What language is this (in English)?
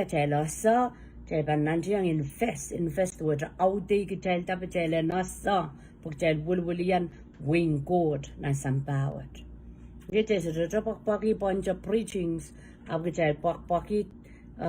Pohnpeian